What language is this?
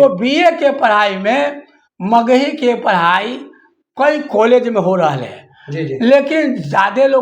Magahi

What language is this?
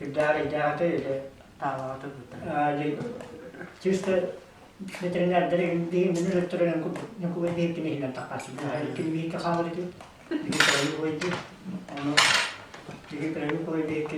Yakut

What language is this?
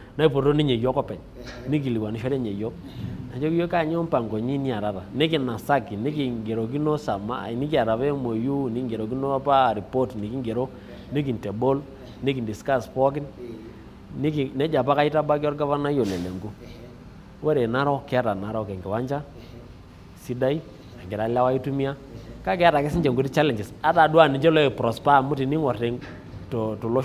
Masai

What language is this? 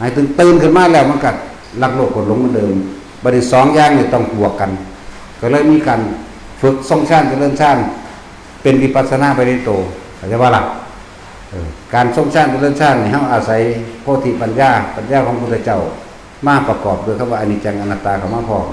Northeastern Thai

